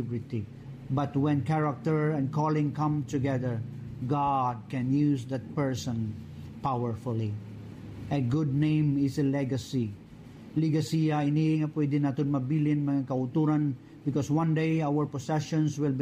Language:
Hiligaynon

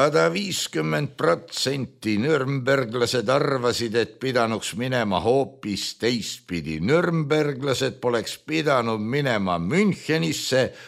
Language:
Estonian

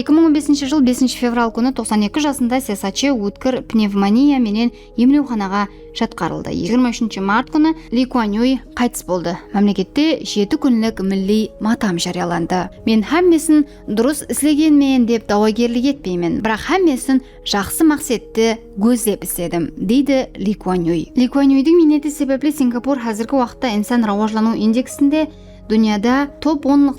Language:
Kara-Kalpak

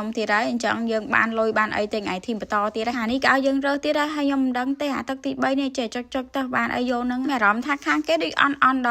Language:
Khmer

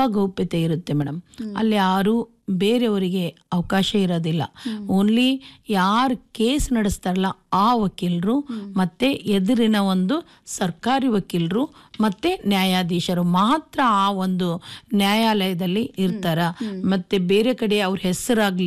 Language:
Kannada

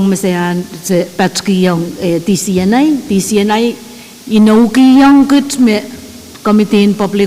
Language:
Pohnpeian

